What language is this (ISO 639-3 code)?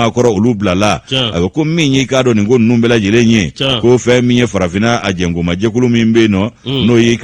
bam